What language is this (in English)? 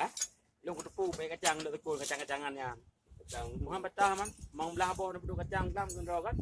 Achinese